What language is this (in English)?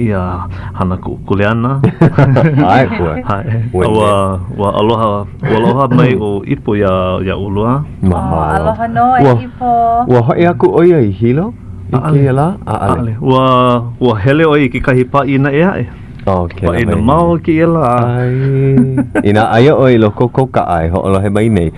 Hawaiian